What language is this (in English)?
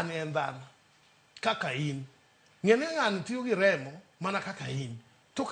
Luo (Kenya and Tanzania)